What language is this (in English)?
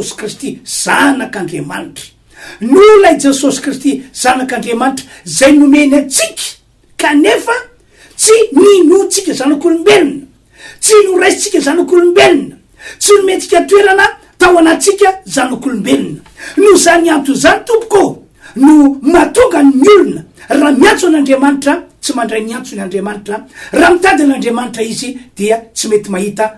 Malagasy